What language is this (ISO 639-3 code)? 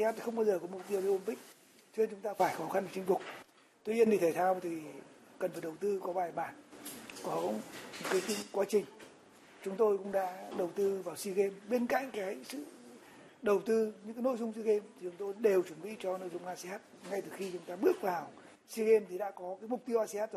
vie